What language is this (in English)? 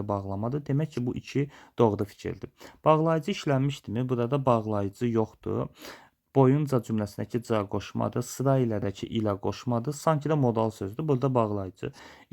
Azerbaijani